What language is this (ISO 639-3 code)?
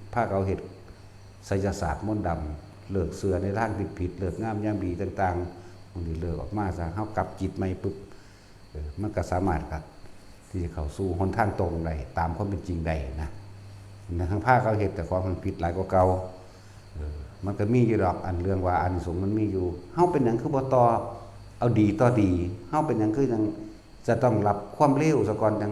tts